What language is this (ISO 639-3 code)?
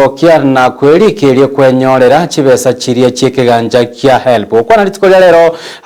guz